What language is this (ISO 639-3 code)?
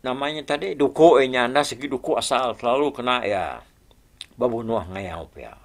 iba